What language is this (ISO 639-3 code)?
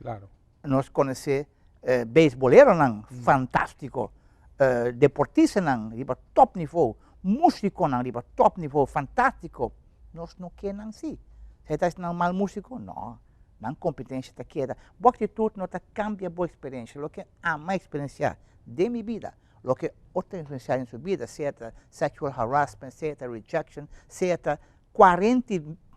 pap